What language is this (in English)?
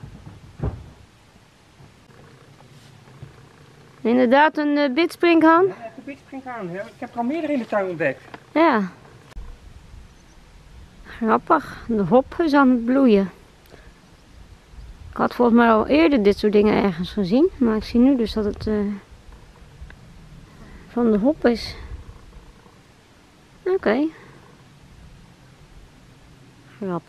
Dutch